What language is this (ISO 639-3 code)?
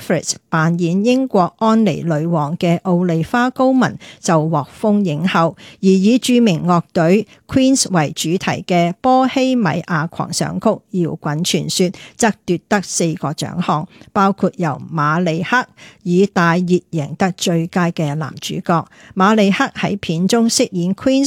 yue